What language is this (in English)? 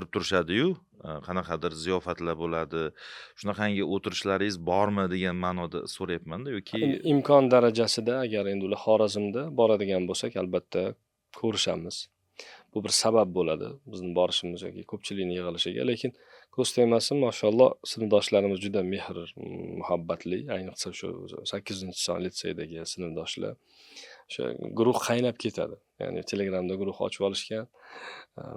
Uzbek